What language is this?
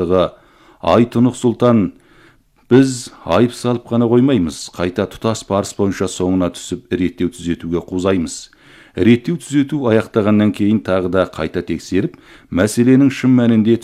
Kazakh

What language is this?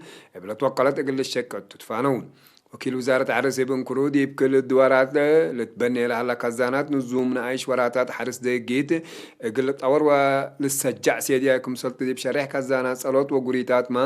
Tigre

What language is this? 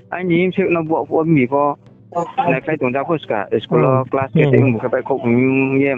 Riang (India)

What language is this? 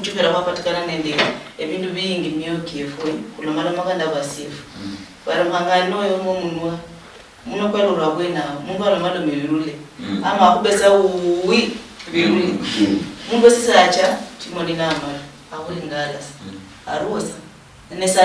Luyia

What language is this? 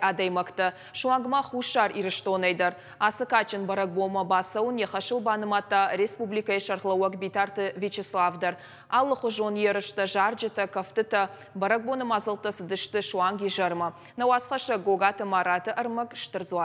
Ossetic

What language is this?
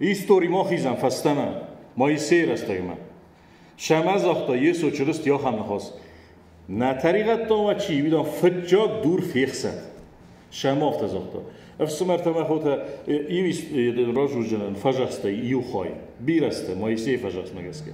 Ossetic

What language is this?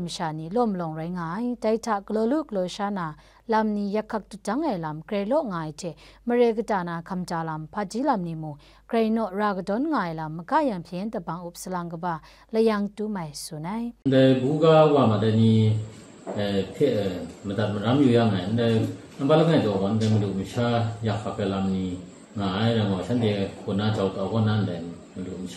Kachin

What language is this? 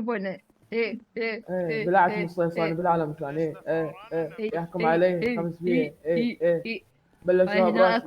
Mesopotamian Arabic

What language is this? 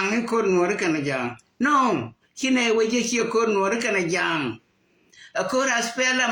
Nuer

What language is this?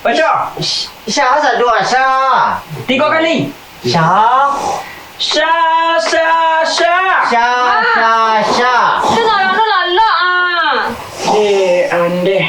Minangkabau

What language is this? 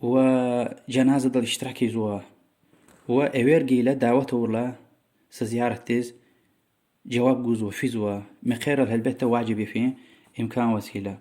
Lezghian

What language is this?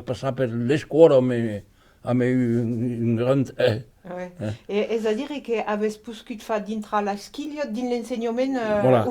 Occitan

